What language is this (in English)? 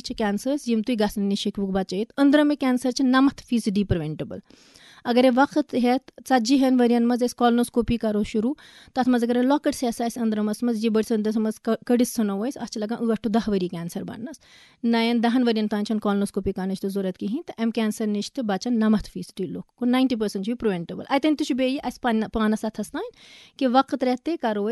Kashmiri